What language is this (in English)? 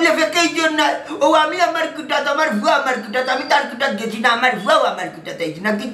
Sylheti